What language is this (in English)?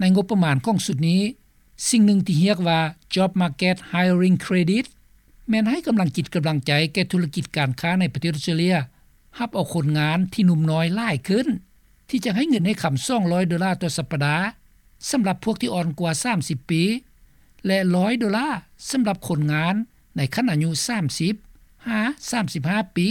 Lao